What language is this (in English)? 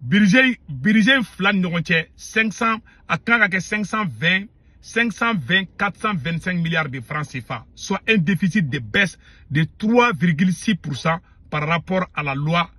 Bambara